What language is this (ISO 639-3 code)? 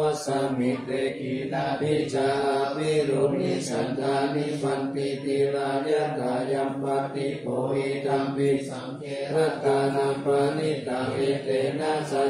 pli